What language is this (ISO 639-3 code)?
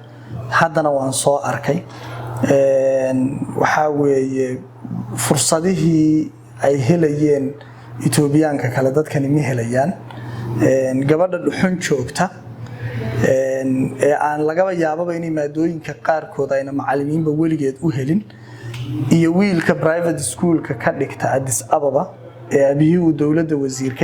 som